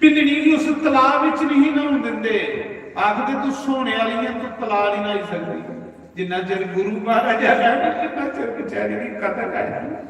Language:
Dogri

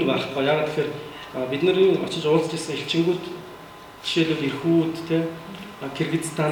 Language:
Mongolian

